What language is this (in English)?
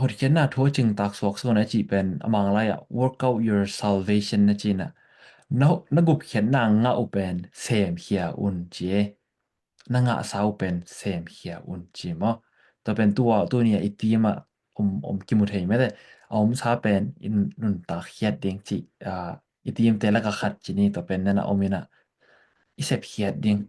Tedim Chin